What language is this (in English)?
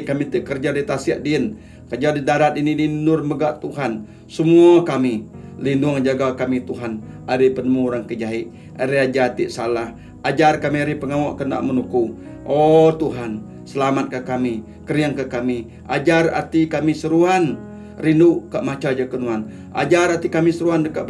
Iban